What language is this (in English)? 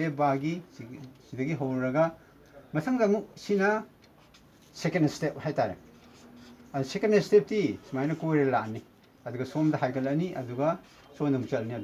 Manipuri